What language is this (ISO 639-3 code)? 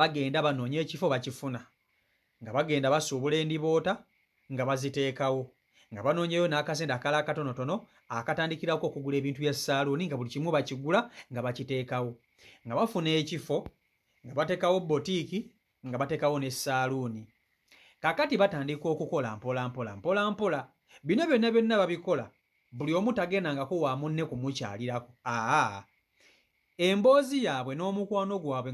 lug